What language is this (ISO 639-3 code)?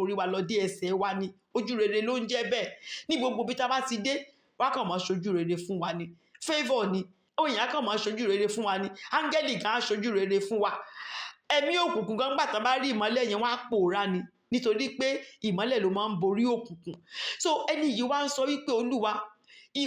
yor